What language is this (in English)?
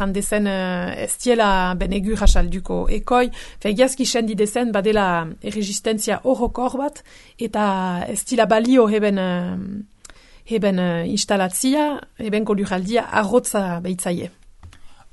Basque